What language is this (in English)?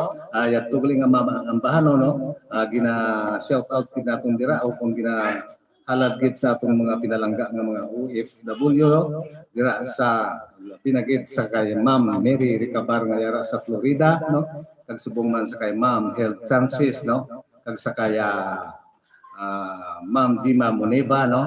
Hiligaynon